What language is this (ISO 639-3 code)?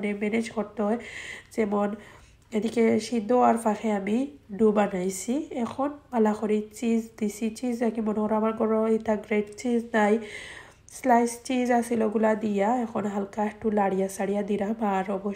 syl